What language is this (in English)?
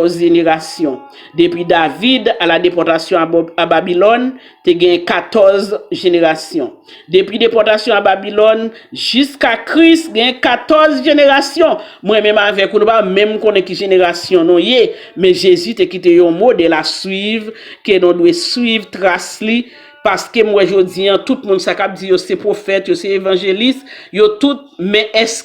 Haitian Creole